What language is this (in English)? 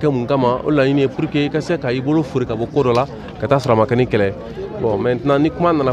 Bambara